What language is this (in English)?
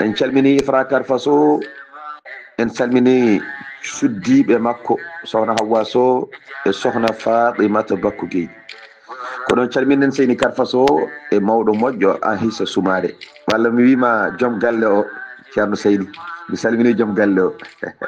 Fula